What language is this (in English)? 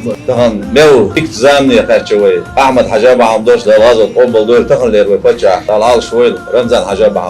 Chechen